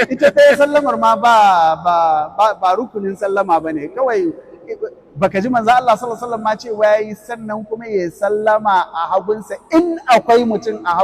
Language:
Hausa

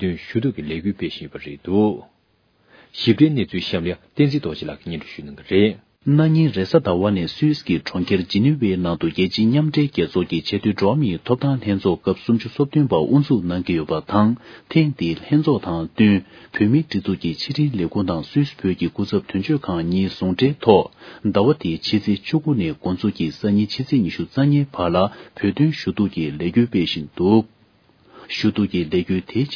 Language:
Tibetan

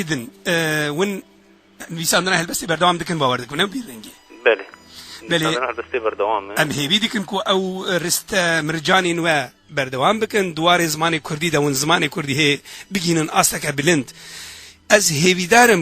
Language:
Kurdish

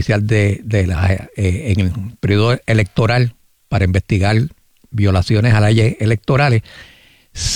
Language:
Spanish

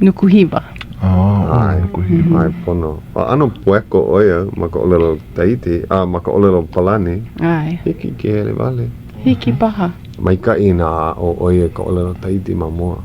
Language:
Hawaiian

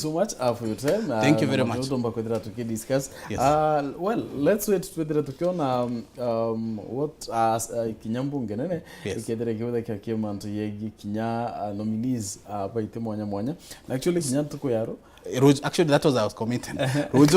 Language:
Meru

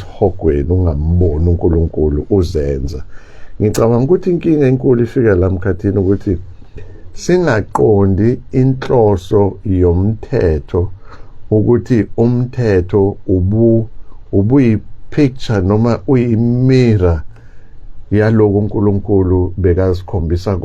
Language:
Zulu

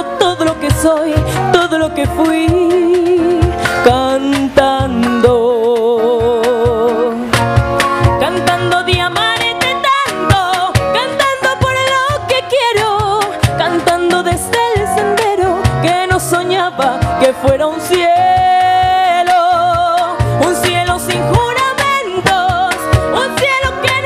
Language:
Spanish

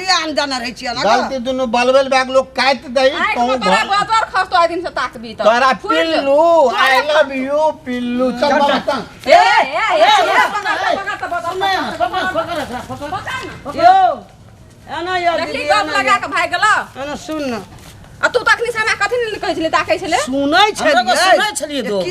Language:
Maithili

